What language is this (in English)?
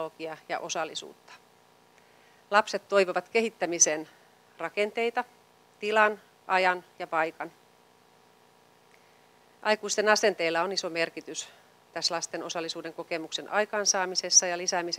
Finnish